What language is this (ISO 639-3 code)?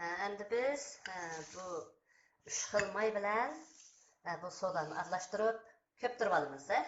uig